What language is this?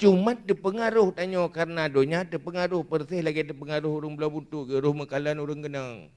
Achinese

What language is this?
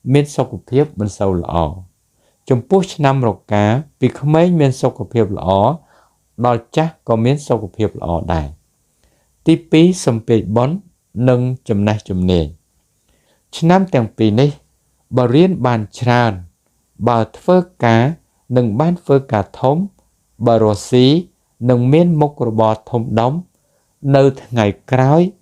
Khmer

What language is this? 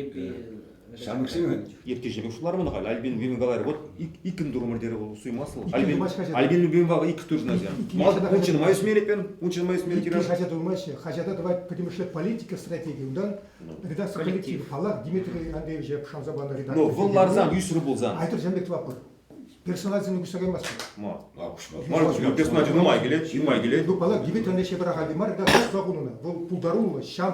Chuvash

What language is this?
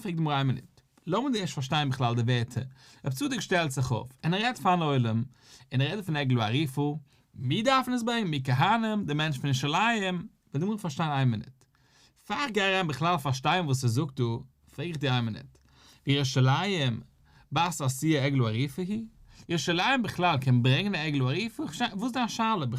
Yiddish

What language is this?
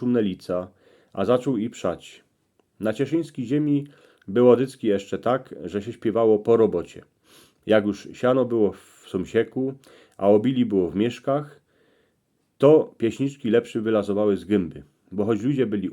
Silesian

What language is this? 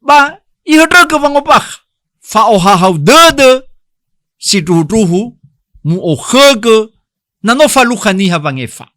Nias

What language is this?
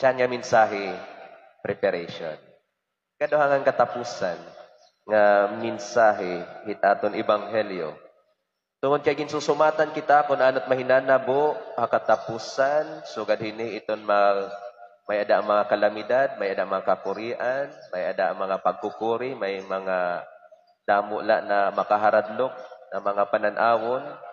Waray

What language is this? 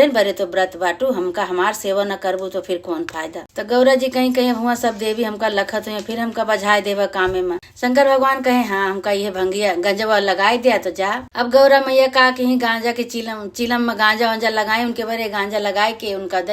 Awadhi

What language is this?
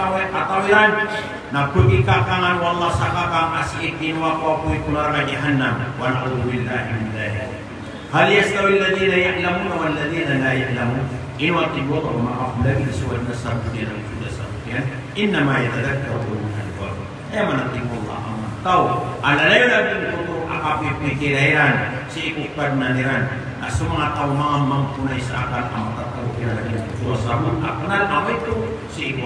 Maranao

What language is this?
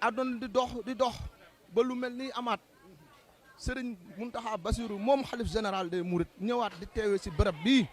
Wolof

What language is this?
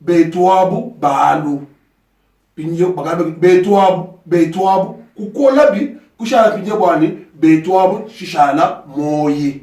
Luba-Lulua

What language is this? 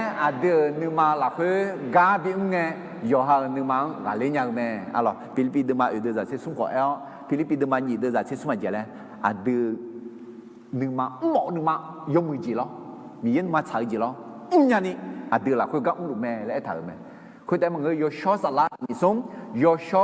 Akha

